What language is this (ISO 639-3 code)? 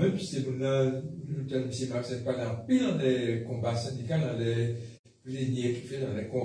fra